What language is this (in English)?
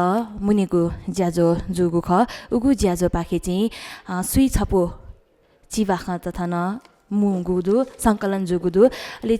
Newari